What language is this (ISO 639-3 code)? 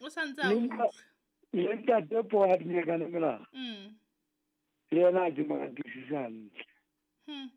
sot